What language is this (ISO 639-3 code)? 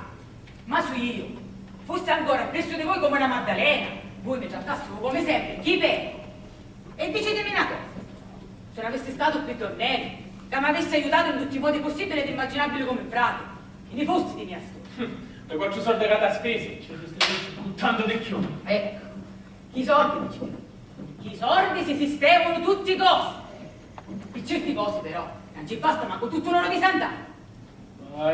scn